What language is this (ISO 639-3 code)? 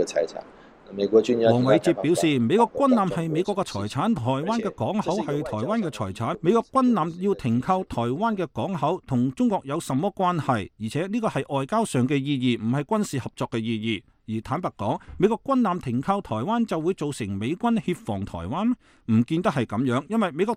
yue